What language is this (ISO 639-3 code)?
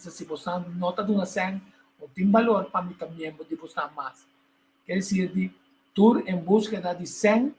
pap